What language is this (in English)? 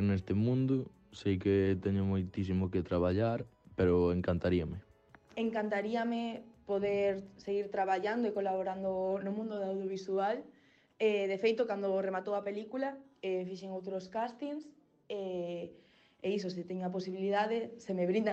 Galician